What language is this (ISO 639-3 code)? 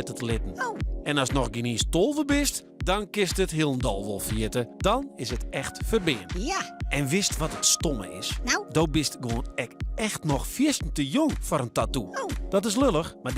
fry